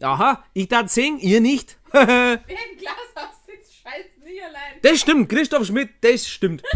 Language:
Bavarian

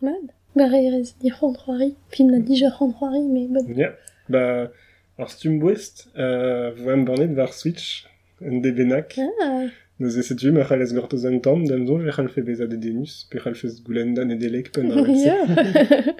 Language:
Breton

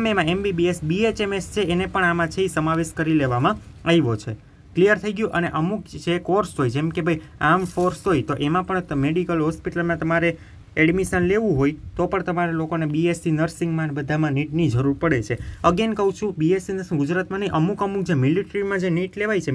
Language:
Gujarati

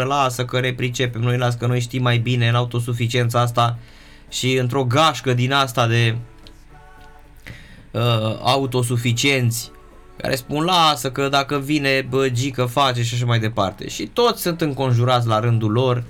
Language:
Romanian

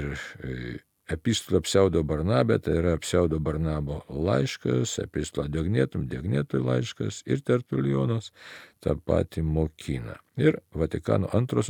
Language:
Lithuanian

